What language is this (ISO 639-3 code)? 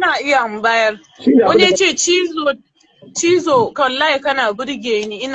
hau